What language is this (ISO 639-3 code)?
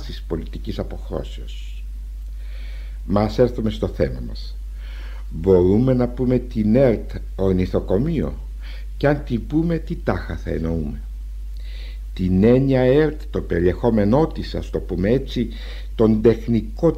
ell